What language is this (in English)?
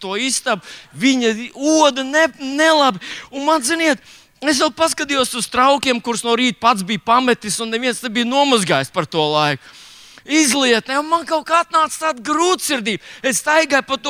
Latvian